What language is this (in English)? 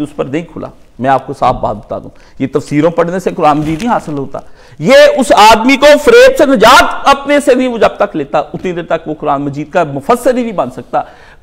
Urdu